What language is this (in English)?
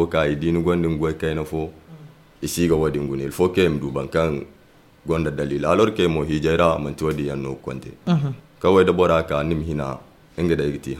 Zarma